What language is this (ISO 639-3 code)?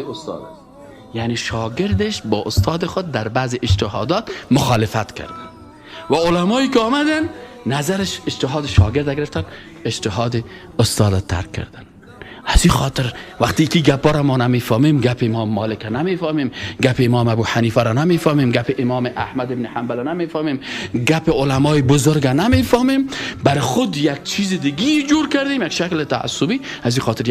fas